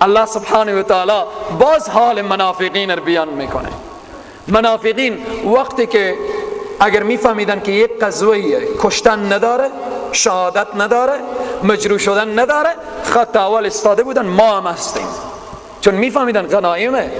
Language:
Persian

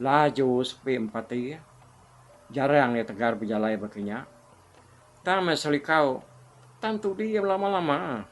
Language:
Iban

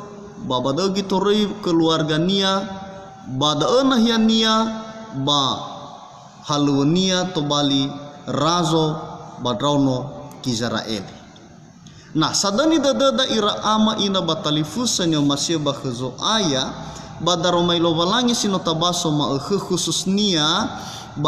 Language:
Nias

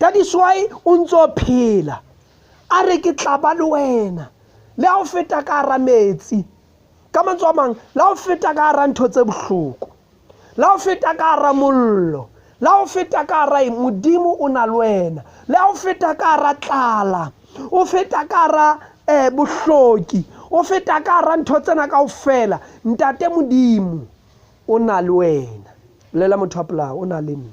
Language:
Southern Sotho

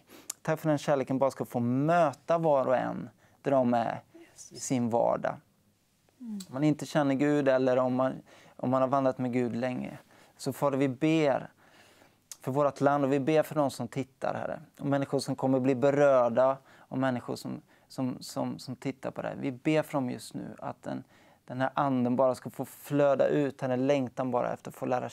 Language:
Swedish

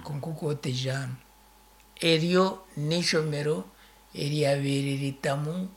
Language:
Nyankole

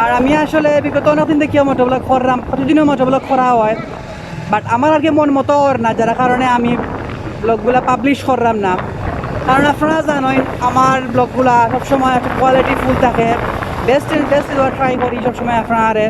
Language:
Sylheti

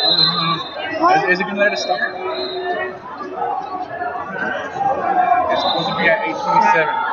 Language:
English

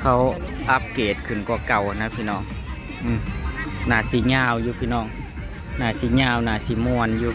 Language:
Northeastern Thai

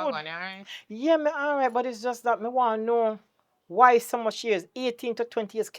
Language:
Jamaican Creole English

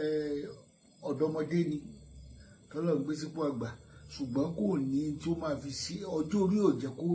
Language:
Yoruba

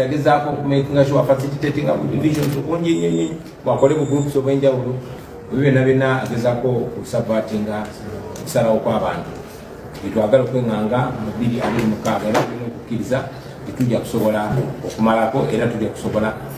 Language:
Ganda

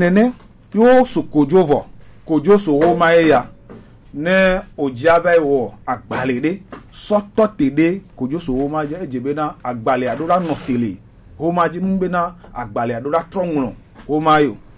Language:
Gen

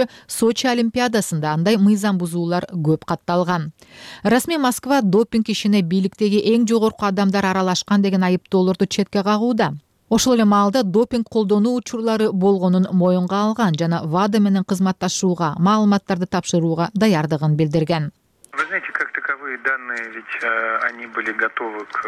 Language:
Kyrgyz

